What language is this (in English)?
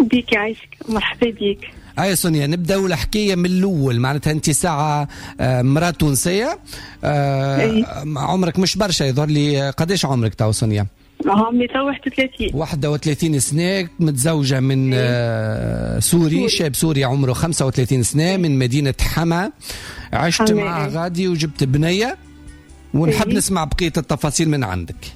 Tunisian Arabic